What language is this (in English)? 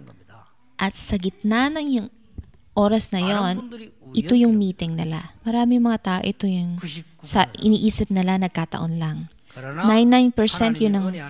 Filipino